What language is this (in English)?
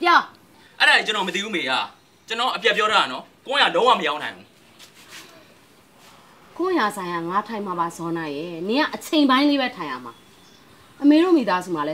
Burmese